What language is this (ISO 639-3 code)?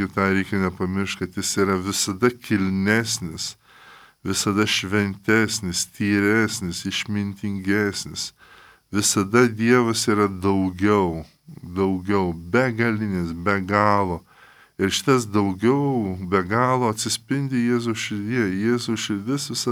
lit